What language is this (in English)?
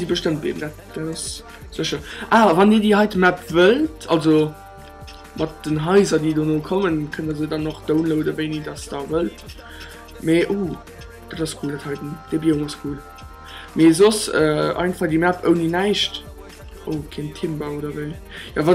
Luxembourgish